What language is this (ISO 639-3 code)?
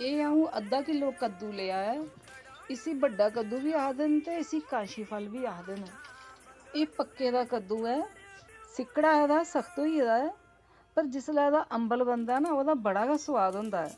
doi